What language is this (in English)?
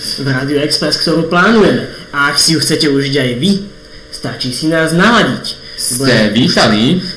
Slovak